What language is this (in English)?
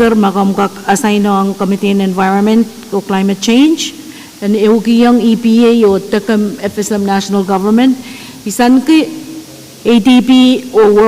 Pohnpeian